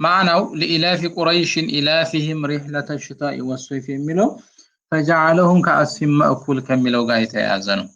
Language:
Amharic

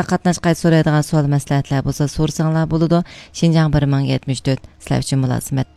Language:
Uyghur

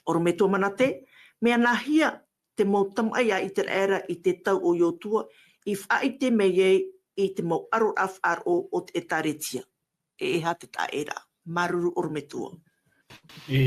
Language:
Tahitian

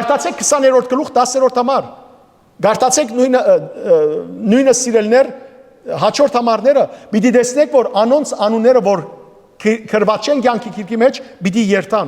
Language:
Western Armenian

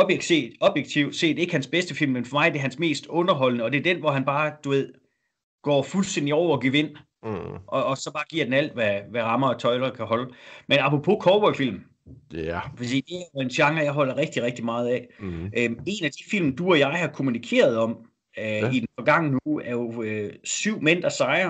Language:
Danish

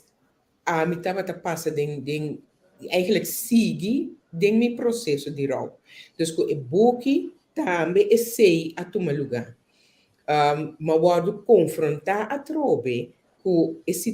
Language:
Papiamento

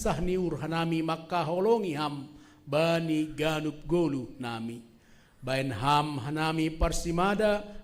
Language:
Batak Simalungun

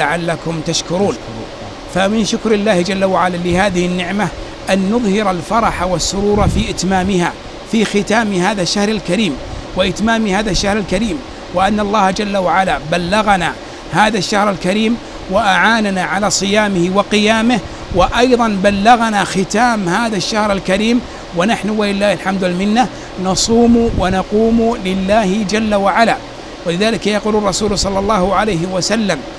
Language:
Arabic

